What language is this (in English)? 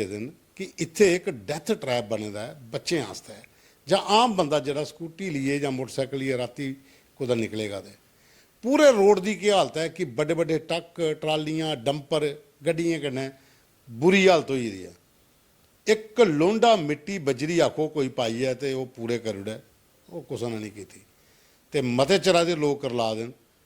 Dogri